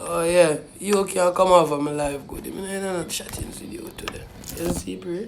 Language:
Jamaican Creole English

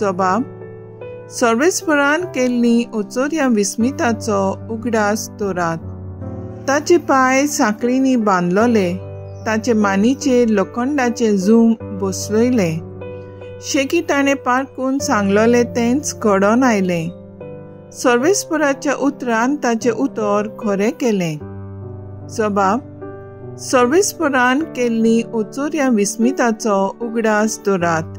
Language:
Konkani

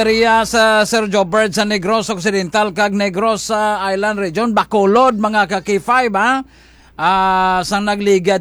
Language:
Hiligaynon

